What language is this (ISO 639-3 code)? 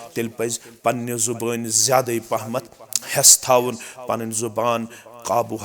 kas